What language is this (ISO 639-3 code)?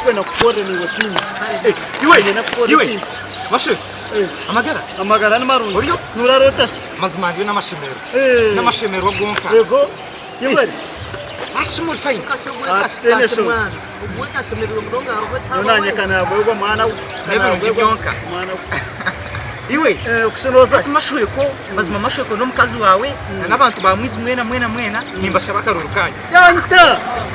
nyn